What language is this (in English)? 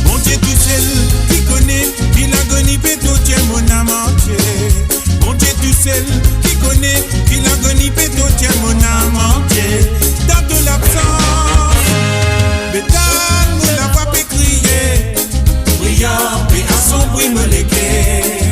Morisyen